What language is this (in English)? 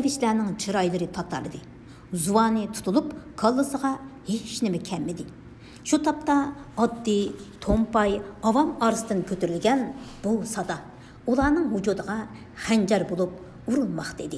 Uyghur